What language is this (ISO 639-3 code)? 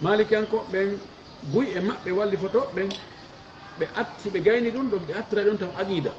ful